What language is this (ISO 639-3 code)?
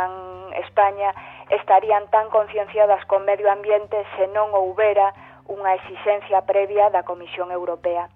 glg